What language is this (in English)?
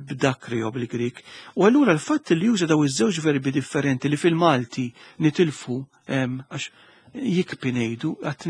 Maltese